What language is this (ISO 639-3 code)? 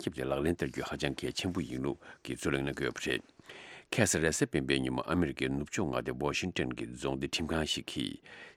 bod